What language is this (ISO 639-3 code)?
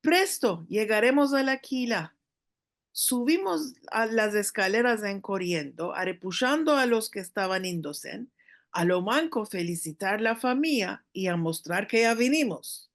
lad